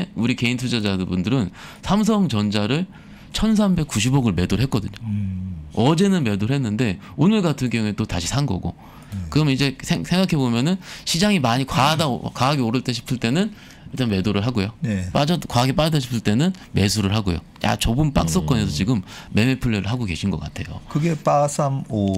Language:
Korean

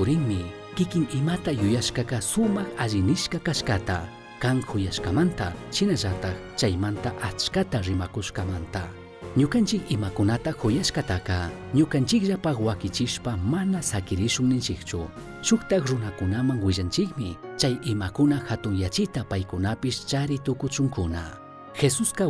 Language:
Chimborazo Highland Quichua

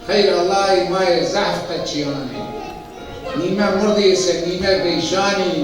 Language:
Zaza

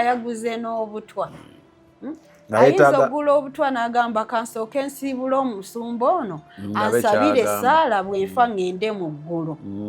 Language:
Ganda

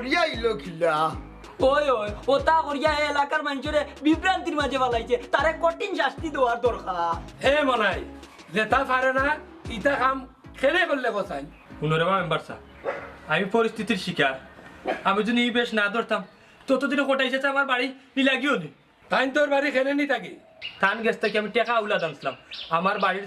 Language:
Sylheti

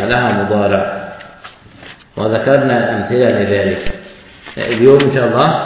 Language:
Arabic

